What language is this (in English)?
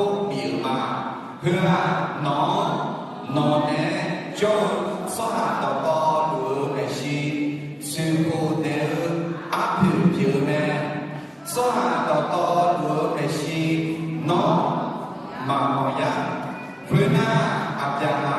Akha